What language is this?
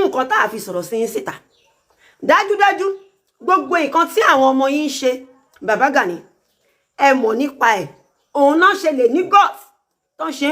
Yoruba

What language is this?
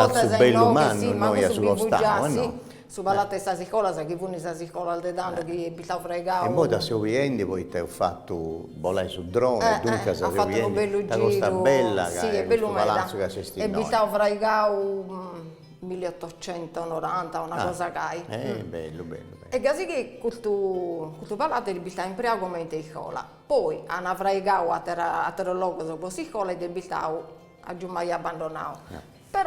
Sardinian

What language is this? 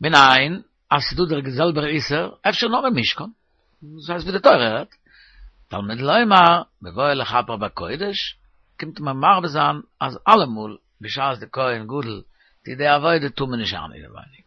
Yiddish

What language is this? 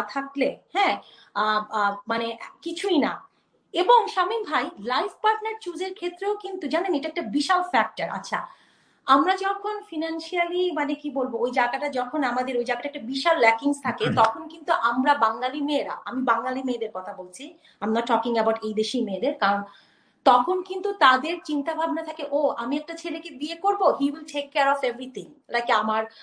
Bangla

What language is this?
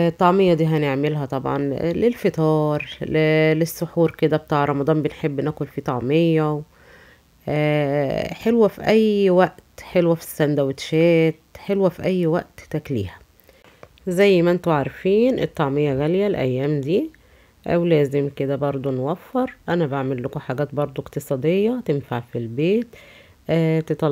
Egyptian Arabic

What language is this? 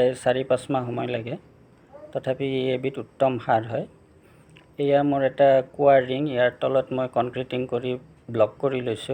Assamese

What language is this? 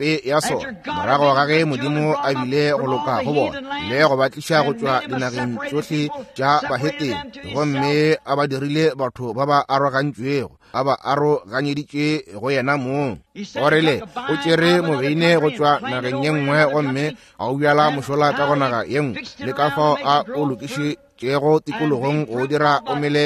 Northern Sotho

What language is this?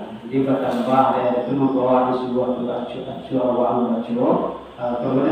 Minangkabau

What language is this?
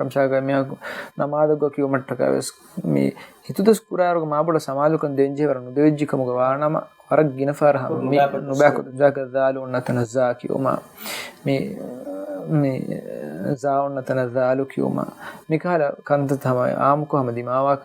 Divehi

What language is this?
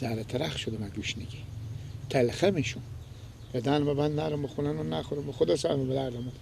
Persian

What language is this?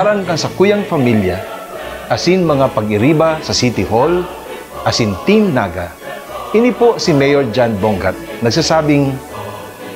Bikol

